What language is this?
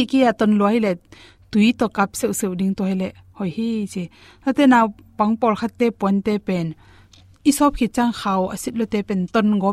Tedim Chin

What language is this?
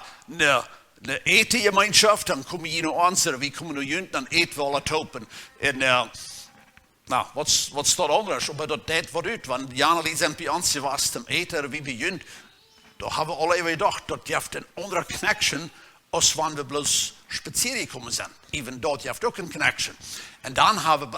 Plautdietsch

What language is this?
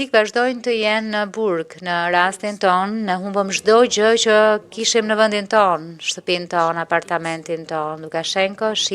Albanian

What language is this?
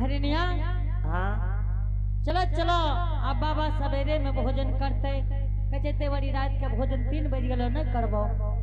Angika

